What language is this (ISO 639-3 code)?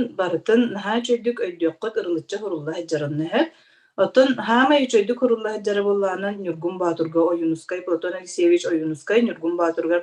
sah